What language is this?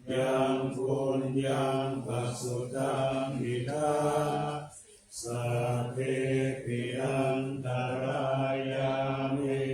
Pali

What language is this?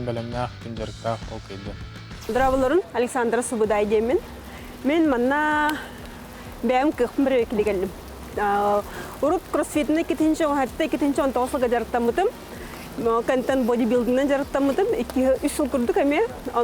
Yakut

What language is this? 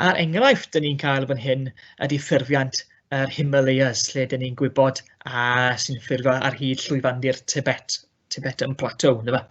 Welsh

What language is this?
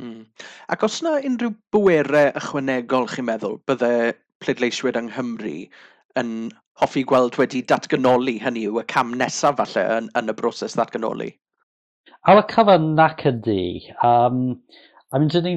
Welsh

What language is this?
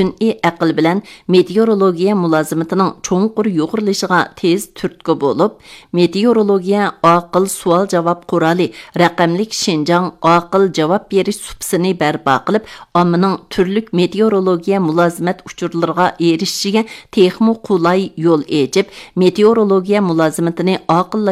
Uyghur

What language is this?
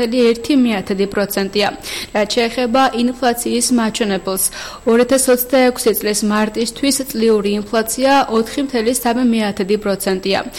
Georgian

